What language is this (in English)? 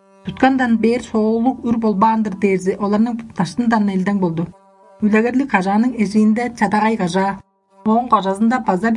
Tuvinian